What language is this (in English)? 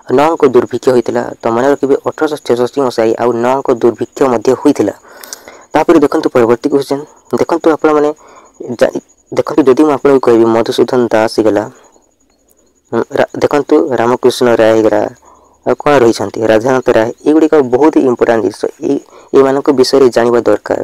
Odia